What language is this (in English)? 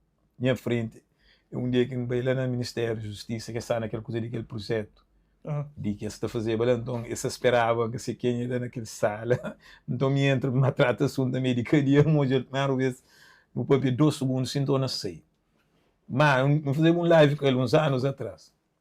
Kabuverdianu